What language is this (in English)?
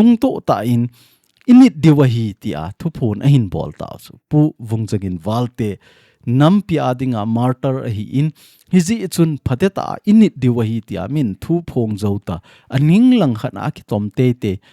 Thado Chin